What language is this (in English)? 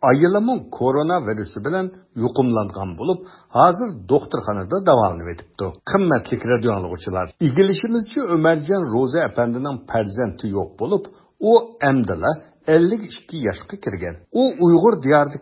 Uyghur